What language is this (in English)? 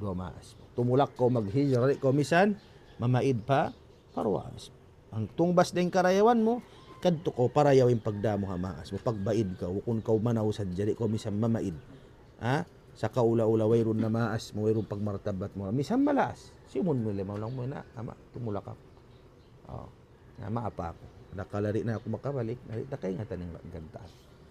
Tausug